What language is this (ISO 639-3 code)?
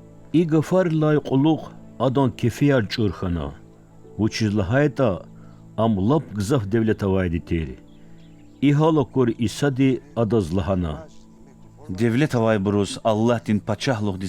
lez